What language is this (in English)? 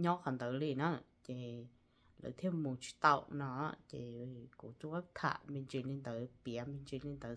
Hmong